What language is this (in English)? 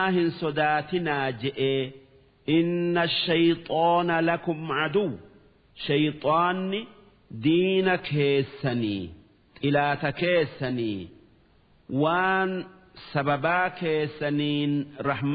Oromo